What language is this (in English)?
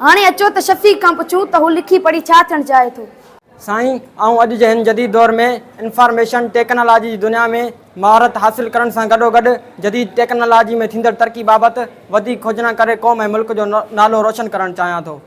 Sindhi